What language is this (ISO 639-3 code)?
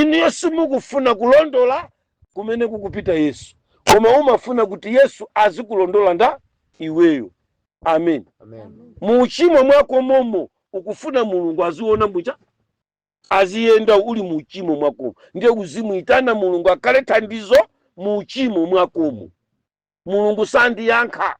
nya